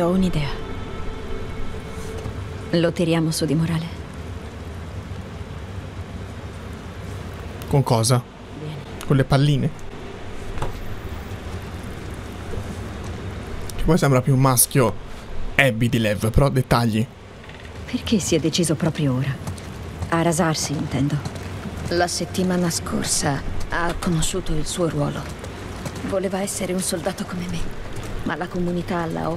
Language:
Italian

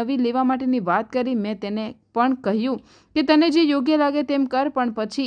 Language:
Gujarati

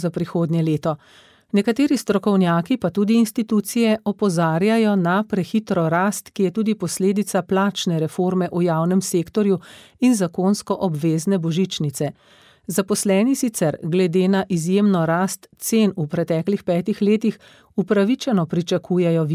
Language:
Slovenian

